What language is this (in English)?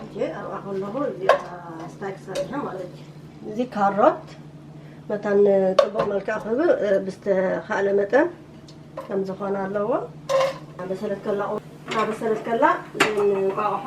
Tigrinya